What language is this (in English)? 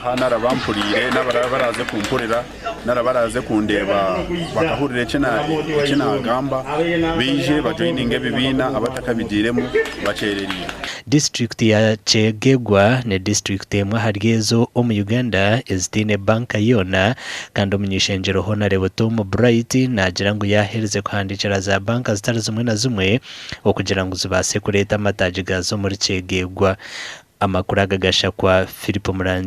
Nyankole